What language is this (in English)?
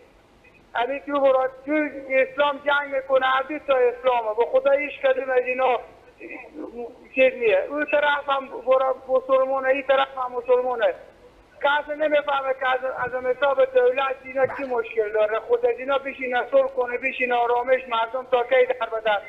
Persian